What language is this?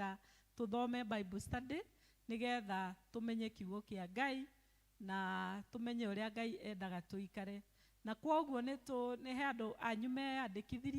Kikuyu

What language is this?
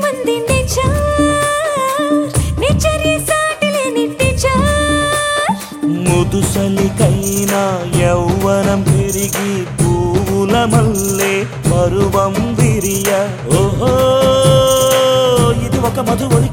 Telugu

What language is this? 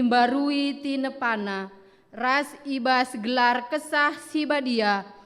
Batak Karo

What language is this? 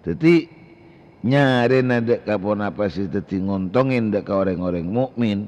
Madurese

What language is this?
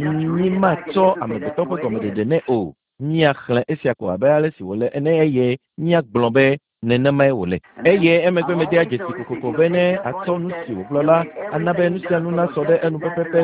Ewe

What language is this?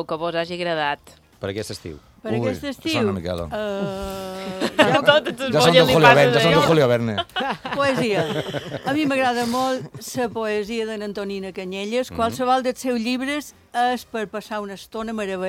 Catalan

